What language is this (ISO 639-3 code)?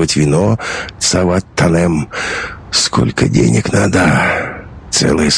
rus